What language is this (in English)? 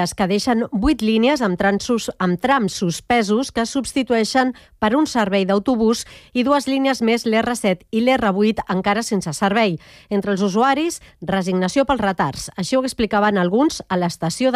Catalan